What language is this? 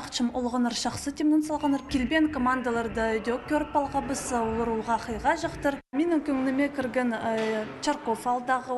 Khakas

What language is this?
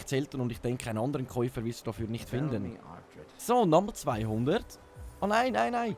Swiss German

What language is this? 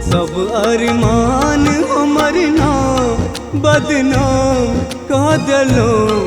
Maithili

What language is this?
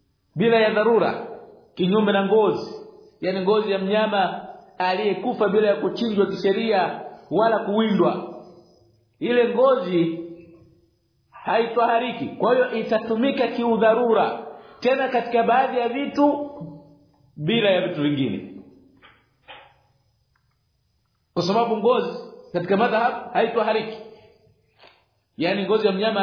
Swahili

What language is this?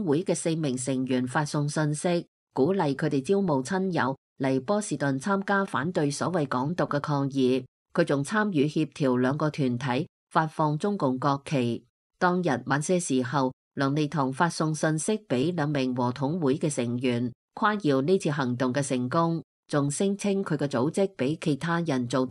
Cantonese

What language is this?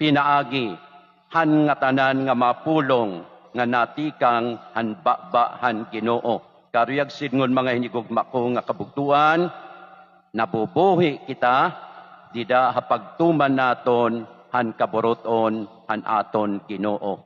Waray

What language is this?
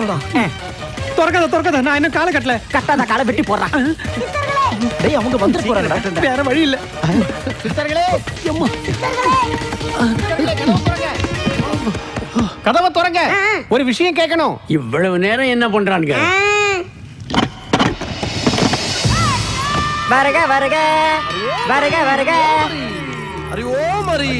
Tamil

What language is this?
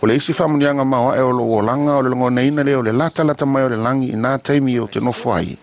Samoan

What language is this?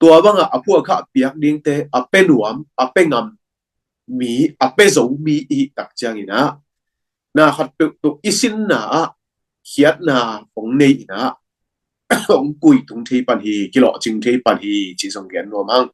Tedim Chin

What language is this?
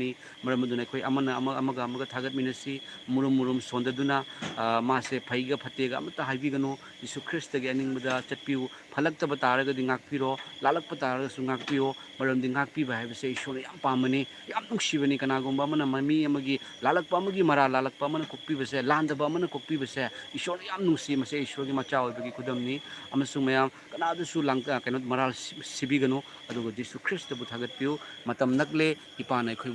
Manipuri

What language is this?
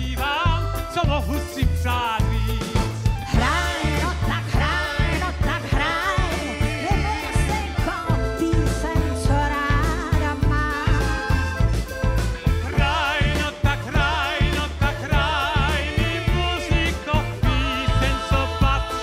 Czech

